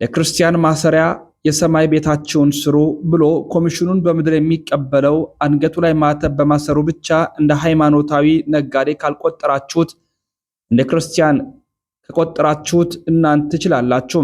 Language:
Amharic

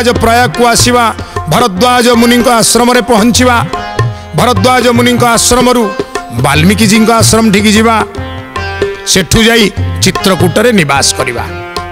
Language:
Odia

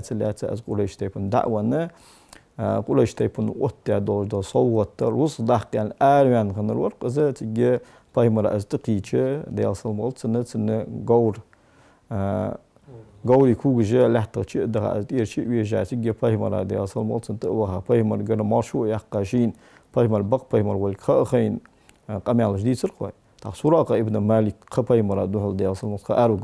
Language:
Ingush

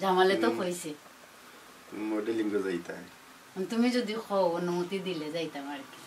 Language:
Sylheti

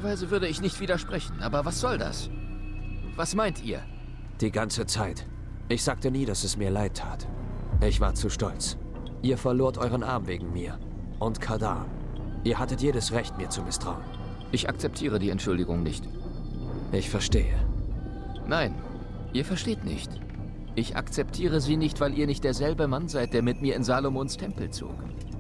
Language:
Bavarian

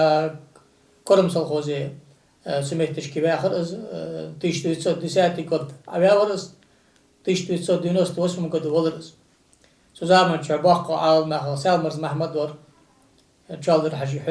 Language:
Ingush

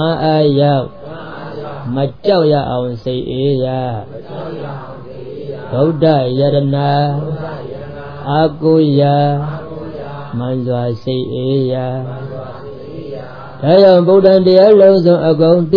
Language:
Burmese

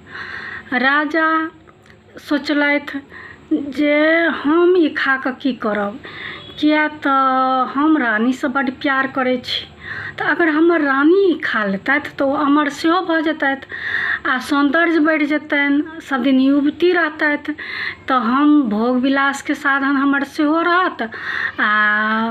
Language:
Maithili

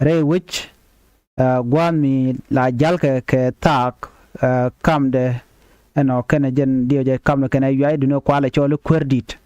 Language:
Nuer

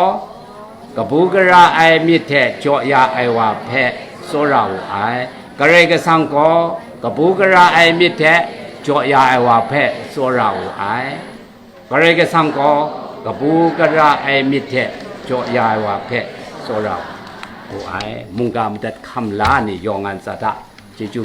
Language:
Kachin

